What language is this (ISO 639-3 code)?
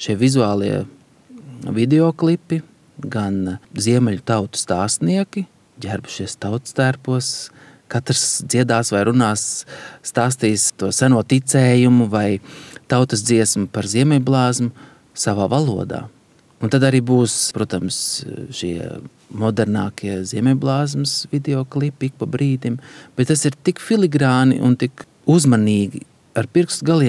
lav